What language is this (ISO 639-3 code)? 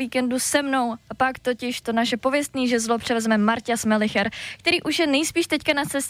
ces